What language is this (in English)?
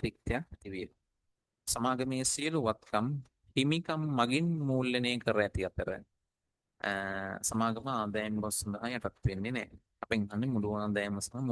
Sinhala